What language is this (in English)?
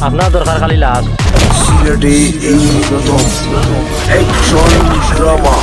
Sylheti